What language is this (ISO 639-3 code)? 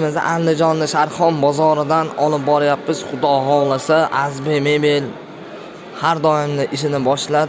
uzb